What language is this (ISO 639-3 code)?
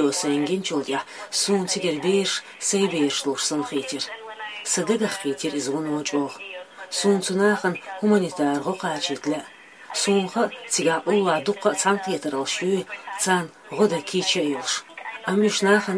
che